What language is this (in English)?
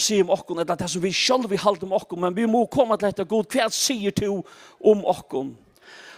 Faroese